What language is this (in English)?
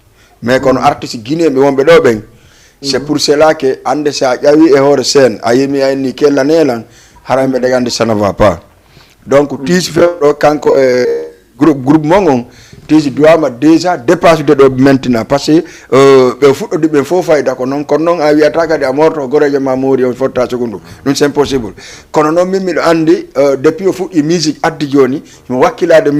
Fula